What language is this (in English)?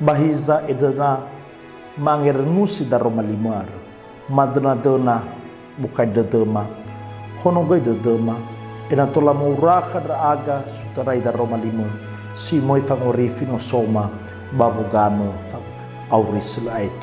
Nias